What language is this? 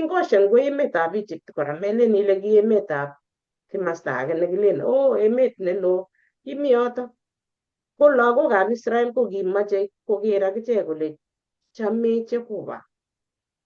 Kalenjin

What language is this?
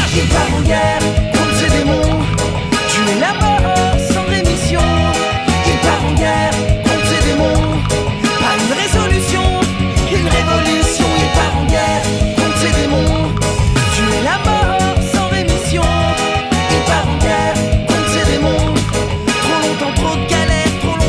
French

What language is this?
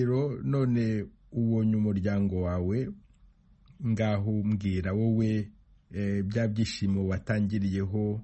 Kinyarwanda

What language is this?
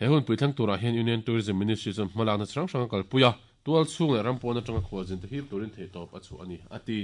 Mizo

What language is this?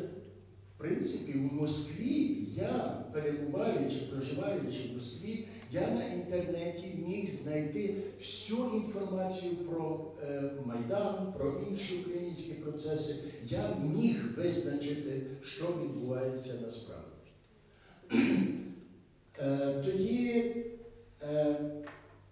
Ukrainian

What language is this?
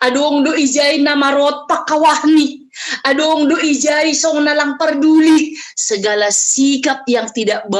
Batak Simalungun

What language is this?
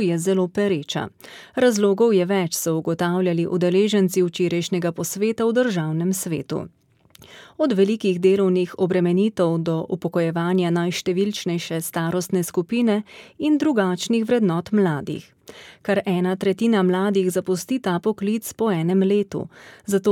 Slovenian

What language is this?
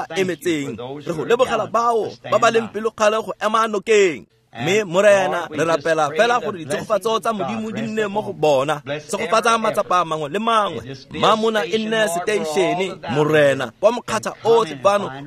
Tswana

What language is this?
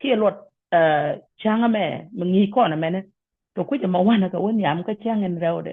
Nuer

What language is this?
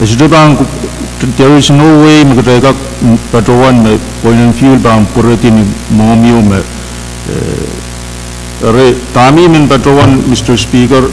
Pohnpeian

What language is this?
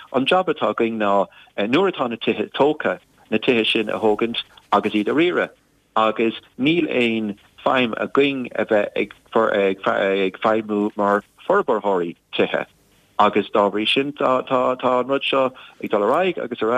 Irish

